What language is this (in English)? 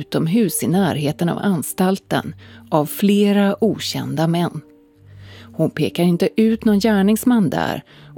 Swedish